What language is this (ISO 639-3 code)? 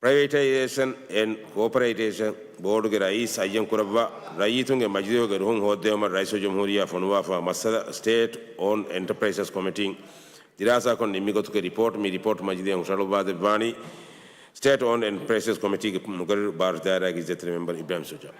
div